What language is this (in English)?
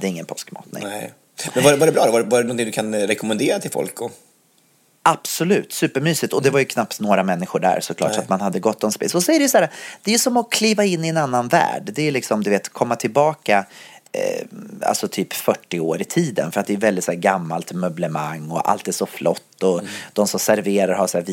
Swedish